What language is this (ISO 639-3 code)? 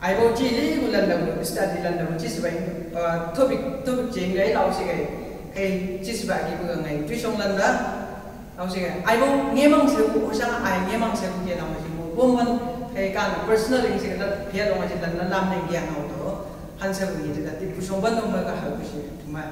nbc